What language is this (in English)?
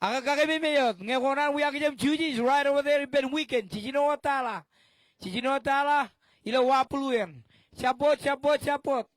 Marshallese